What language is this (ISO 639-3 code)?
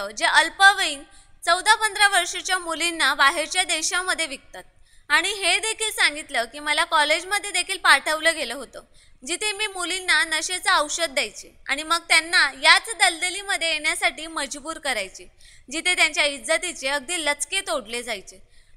mar